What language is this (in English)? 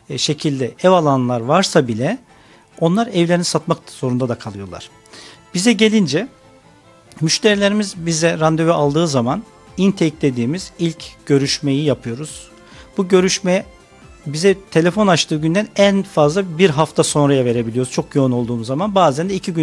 Turkish